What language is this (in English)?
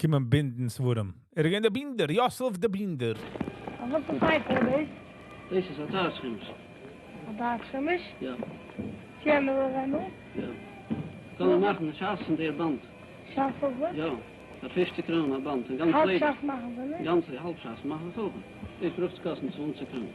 Yiddish